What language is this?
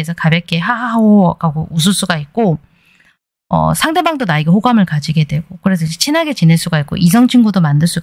Korean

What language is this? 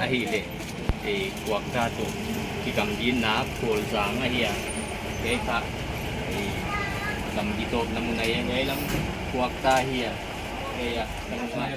Paite Chin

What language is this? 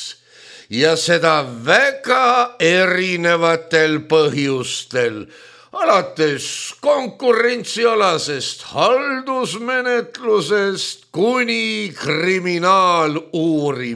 Estonian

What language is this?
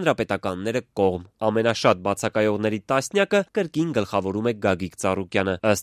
Armenian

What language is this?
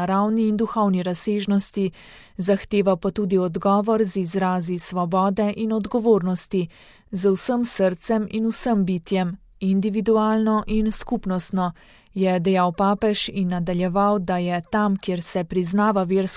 Slovenian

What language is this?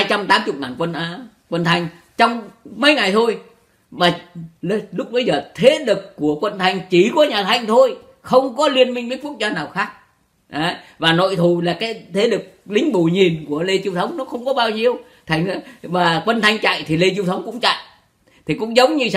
Vietnamese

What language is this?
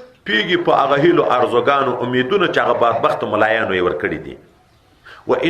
Pashto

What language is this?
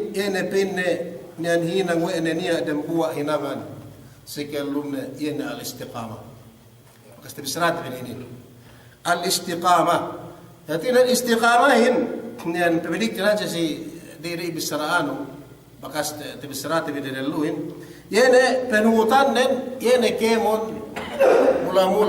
Yakan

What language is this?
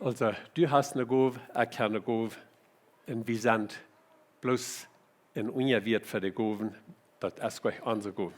Plautdietsch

